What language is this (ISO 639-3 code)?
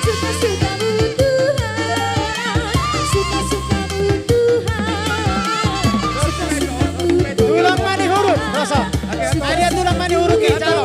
bbc